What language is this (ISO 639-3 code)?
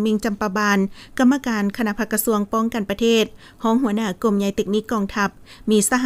lao